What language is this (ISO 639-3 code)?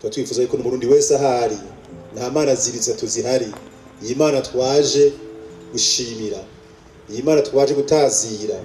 run